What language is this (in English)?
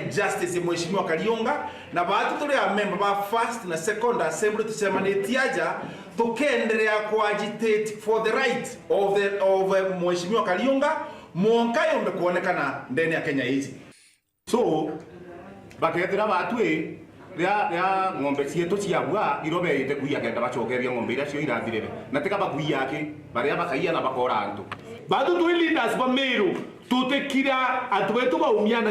Meru